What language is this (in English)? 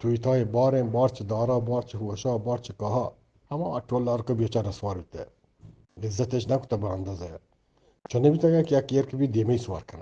Eastern Balochi